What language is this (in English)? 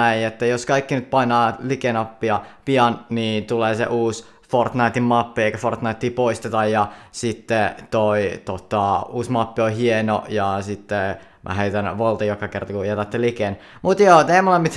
Finnish